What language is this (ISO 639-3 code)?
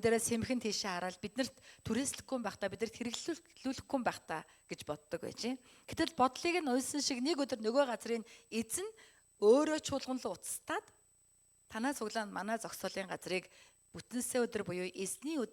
mon